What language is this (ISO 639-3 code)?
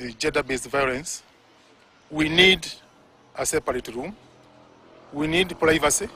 guz